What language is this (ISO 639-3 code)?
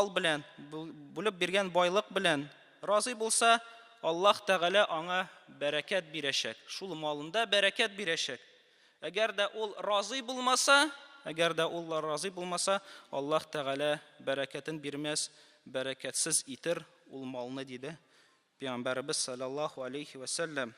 tat